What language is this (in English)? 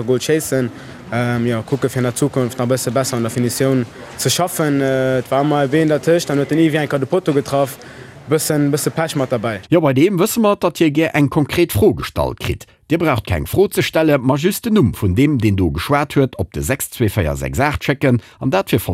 Luxembourgish